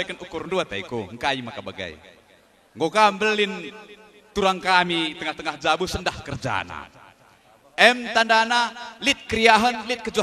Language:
Batak Karo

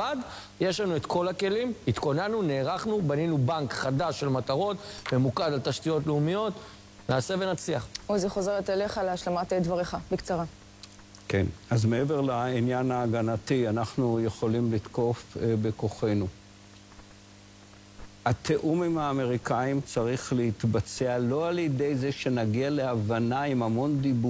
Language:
Hebrew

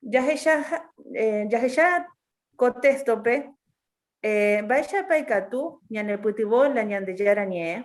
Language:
Guarani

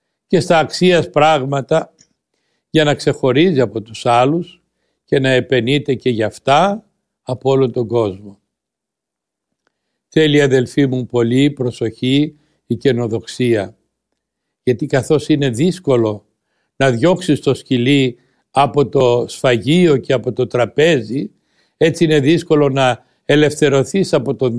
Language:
Greek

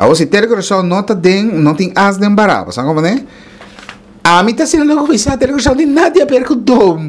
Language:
Papiamento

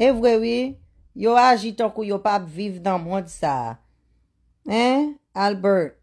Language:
Haitian Creole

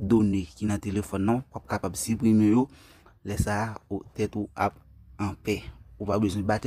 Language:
Haitian Creole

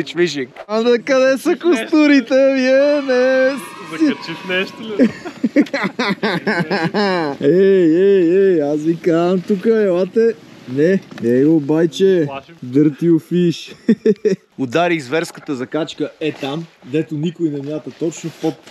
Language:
Bulgarian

